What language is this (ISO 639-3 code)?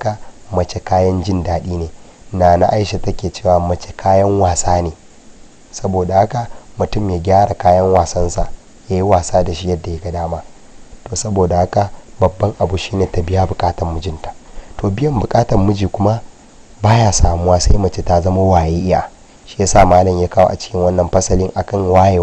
hau